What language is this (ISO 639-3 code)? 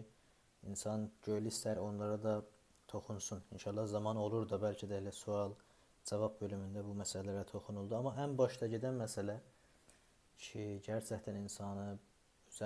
azb